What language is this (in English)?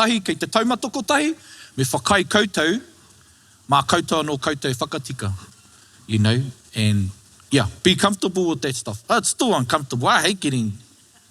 Māori